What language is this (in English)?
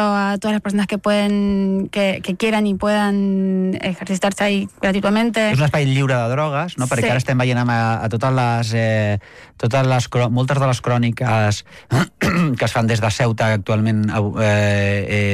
Catalan